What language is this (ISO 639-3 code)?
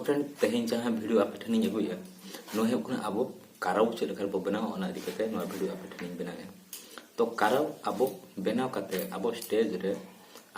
sat